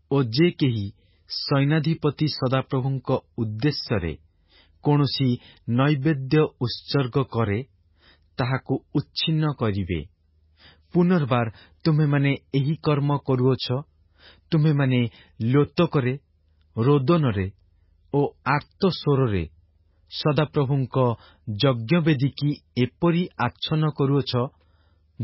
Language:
Odia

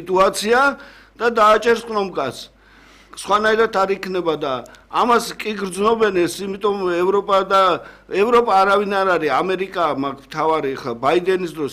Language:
Georgian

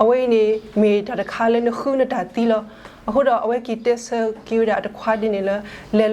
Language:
S'gaw Karen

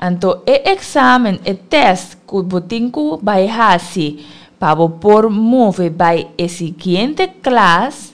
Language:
Papiamento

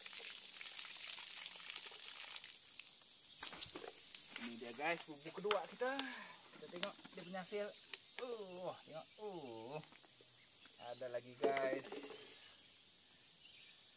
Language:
Malay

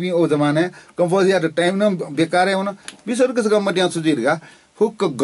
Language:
Newari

